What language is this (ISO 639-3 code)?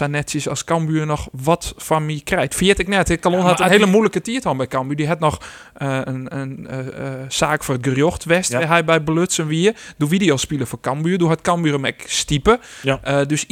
fry